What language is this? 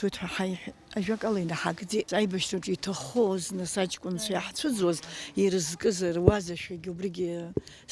Abkhazian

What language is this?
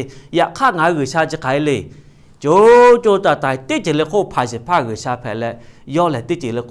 Lahu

